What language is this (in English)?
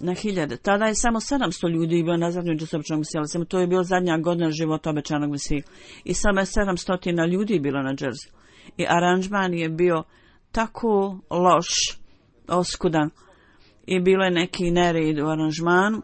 Bosnian